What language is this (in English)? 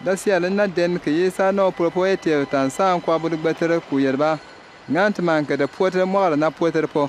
Bimoba